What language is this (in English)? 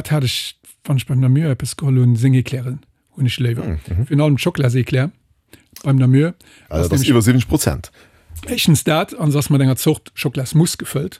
Luxembourgish